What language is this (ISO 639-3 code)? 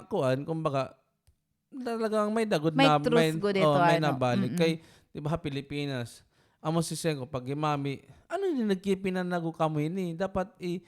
war